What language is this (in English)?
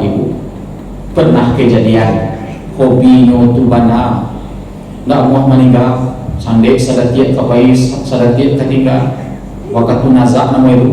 Minangkabau